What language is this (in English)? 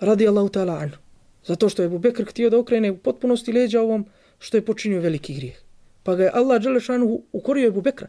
Bosnian